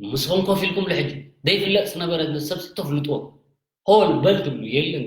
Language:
Tigrinya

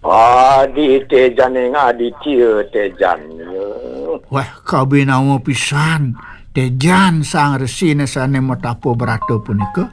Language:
Balinese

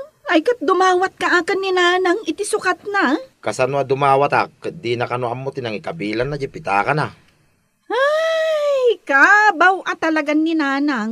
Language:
Iloko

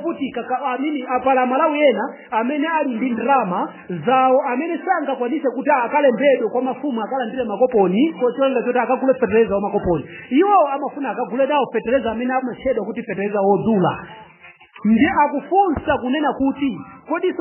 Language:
Nyanja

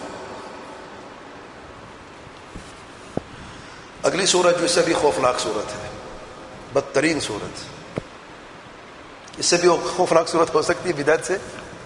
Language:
Urdu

